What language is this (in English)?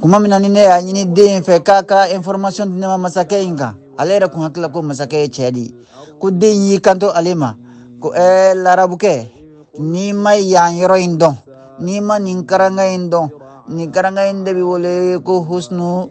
Bambara